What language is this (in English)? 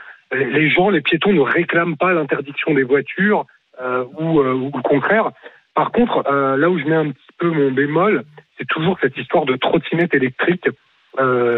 French